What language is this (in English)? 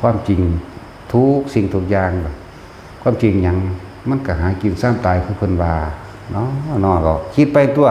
Northeastern Thai